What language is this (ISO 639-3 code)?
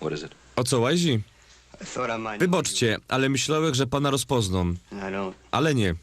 szl